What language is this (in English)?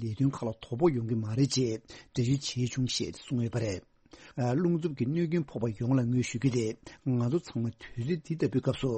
Tibetan